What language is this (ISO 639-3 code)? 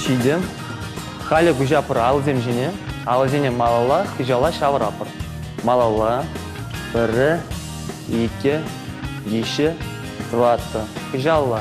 chv